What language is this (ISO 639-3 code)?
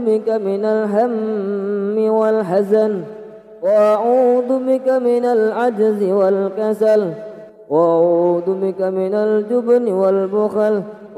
ara